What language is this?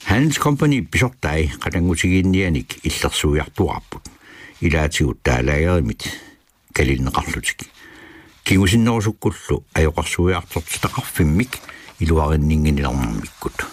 Kalaallisut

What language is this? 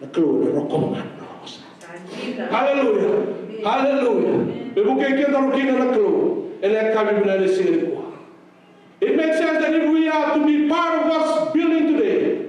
Fijian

